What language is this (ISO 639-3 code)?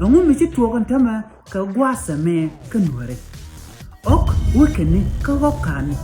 nus